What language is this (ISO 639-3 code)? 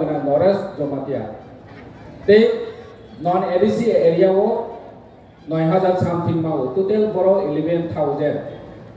trp